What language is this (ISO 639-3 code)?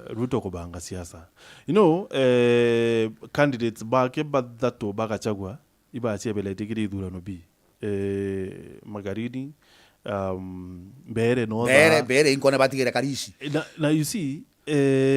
mer